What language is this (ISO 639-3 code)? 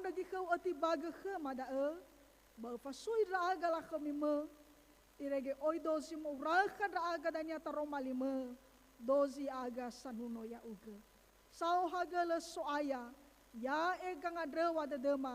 nia